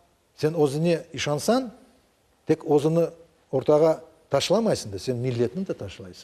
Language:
Crimean Tatar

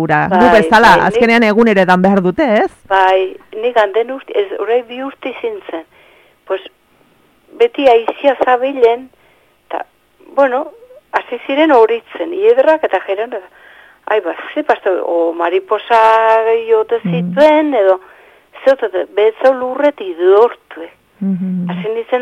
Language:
Basque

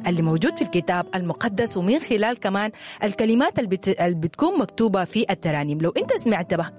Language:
Sudanese Arabic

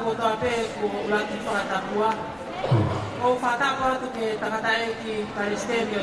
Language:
Tongan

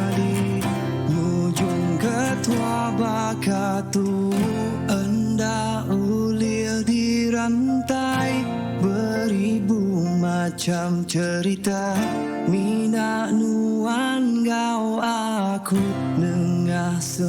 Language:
Iban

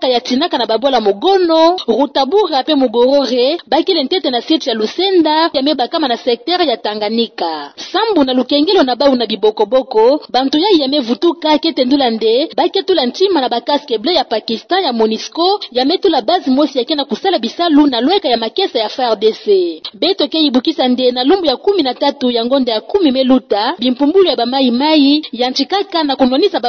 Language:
Kituba (Democratic Republic of Congo)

